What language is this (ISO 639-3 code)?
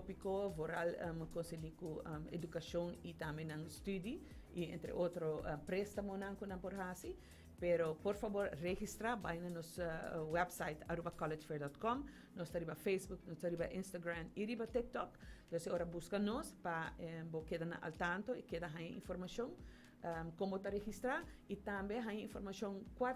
pap